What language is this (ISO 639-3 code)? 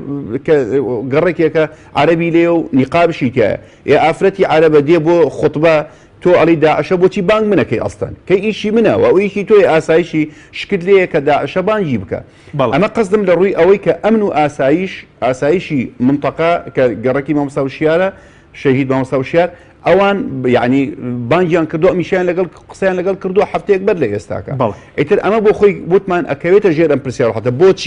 ckb